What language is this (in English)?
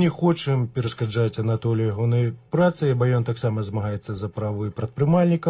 Belarusian